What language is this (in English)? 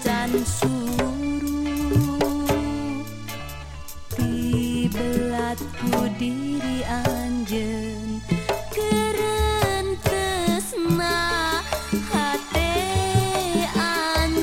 Sundanese